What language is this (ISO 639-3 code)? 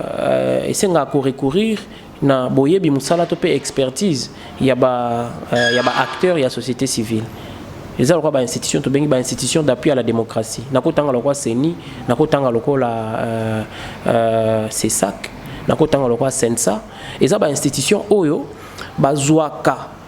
lin